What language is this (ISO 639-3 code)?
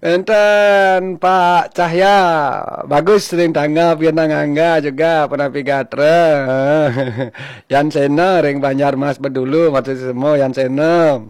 ban